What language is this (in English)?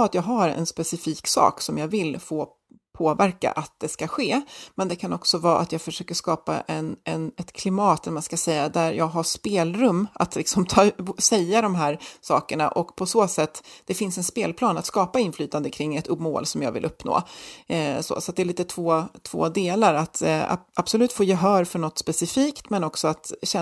Swedish